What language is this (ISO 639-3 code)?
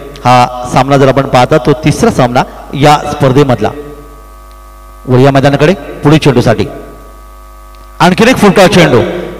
mar